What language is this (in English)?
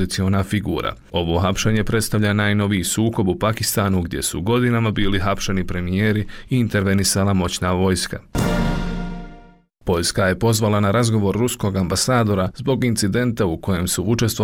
Bosnian